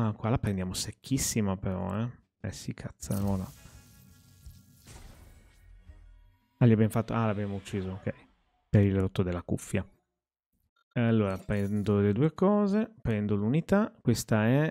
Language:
Italian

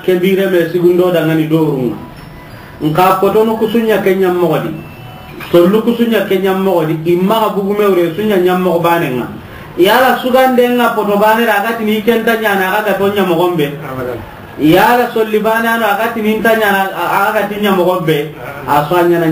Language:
Soninke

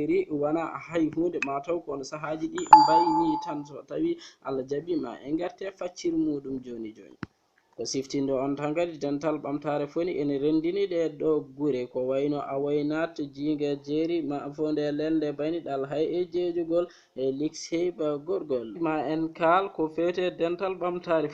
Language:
Fula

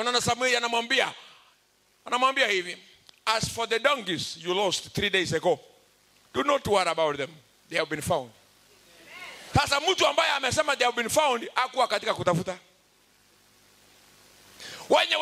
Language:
Swahili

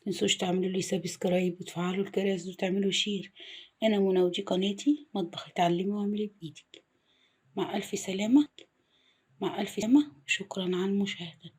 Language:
Egyptian Arabic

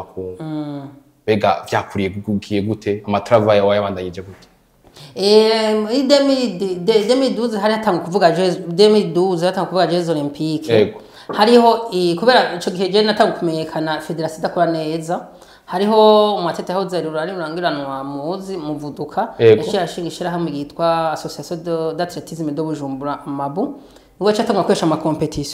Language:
Rundi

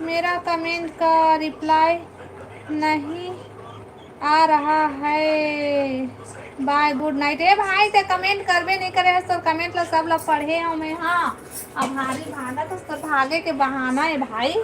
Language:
Chhattisgarhi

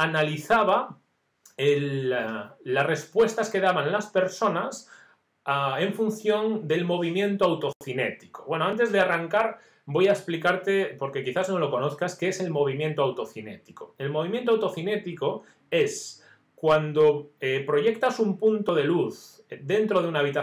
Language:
Spanish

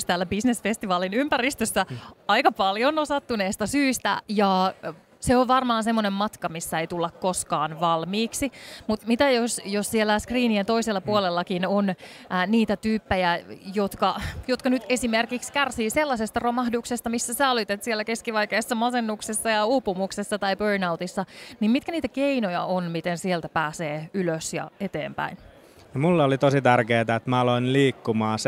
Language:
Finnish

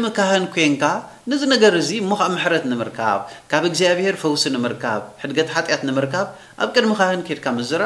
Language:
Tigrinya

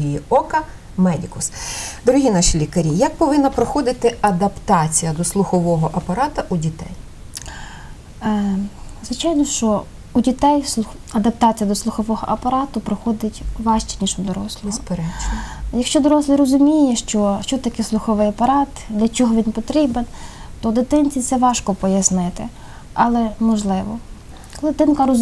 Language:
Ukrainian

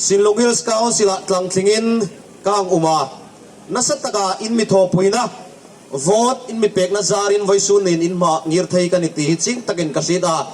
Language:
Hmar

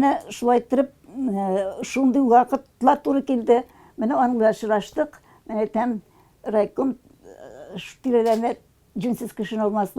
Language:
Tatar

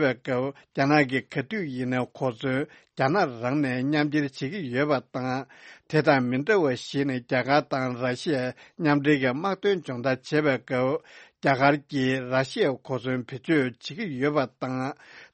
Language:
Tibetan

